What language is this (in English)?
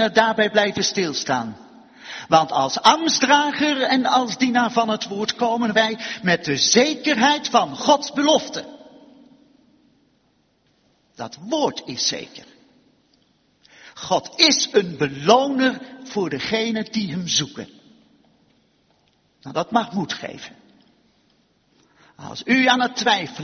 Dutch